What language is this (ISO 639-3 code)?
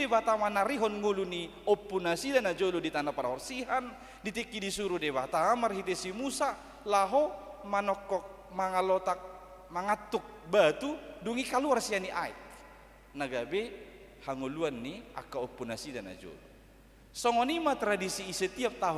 bbc